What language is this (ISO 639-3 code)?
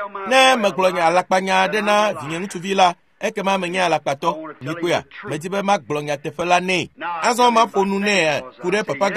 ewe